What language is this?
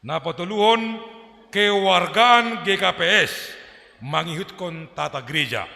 Batak Simalungun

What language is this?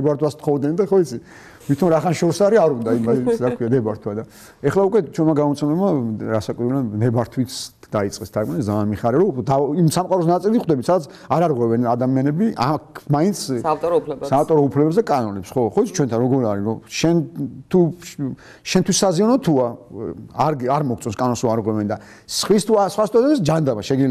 Georgian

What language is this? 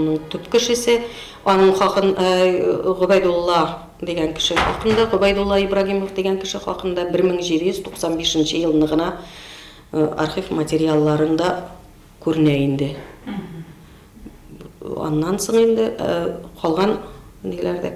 Bashkir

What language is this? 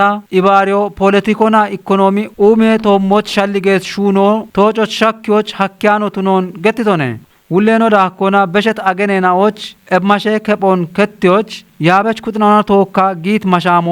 Kafa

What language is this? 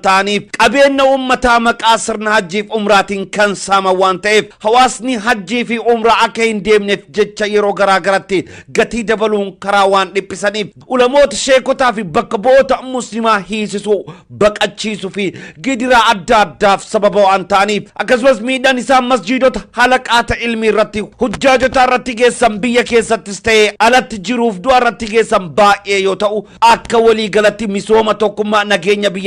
Oromo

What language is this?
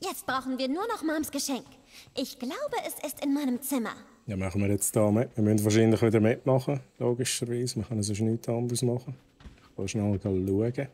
Swiss German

